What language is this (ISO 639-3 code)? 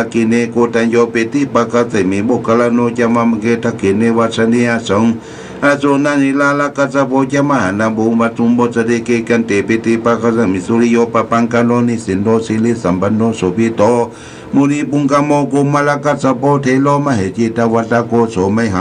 pli